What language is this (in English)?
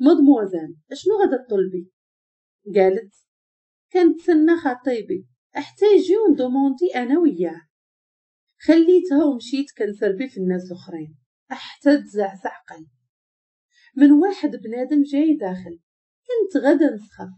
Moroccan Arabic